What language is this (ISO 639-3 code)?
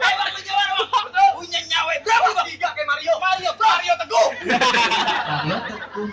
bew